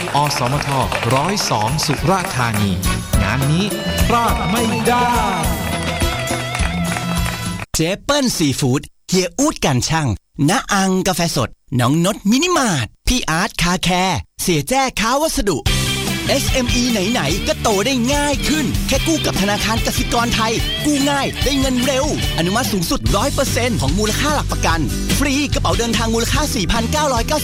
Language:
Thai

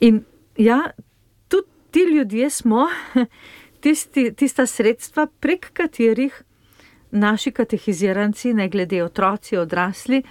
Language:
Slovenian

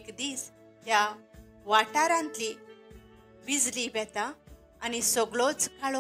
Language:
Konkani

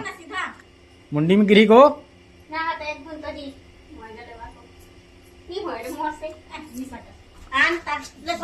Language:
Chhattisgarhi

